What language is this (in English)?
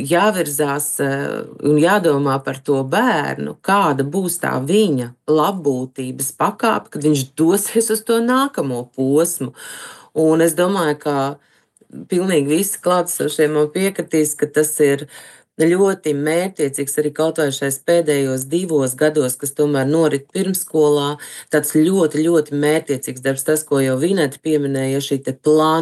Latvian